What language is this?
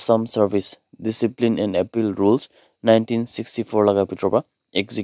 Naga Pidgin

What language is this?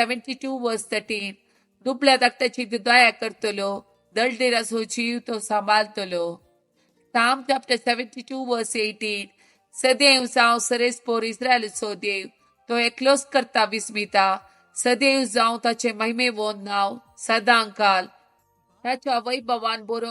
Konkani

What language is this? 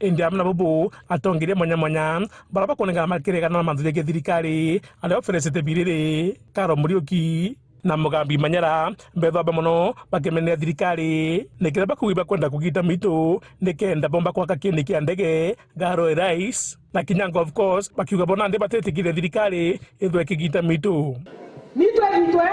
Meru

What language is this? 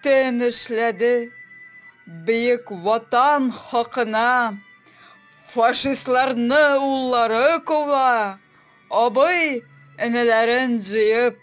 Tatar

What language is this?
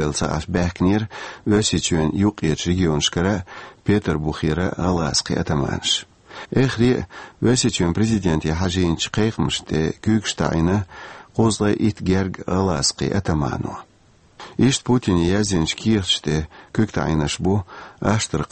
Chechen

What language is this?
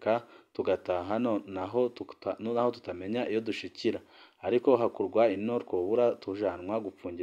Rundi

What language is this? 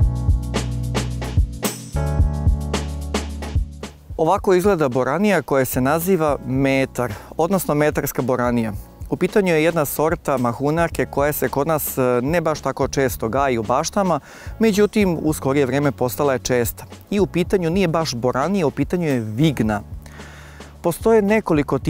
Serbian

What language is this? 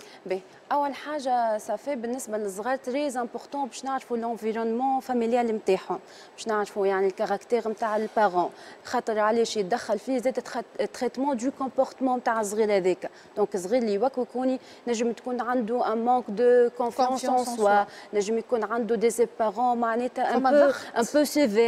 Tunisian Arabic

